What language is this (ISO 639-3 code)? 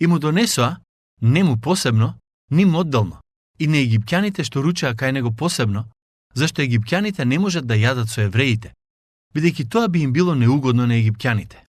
mkd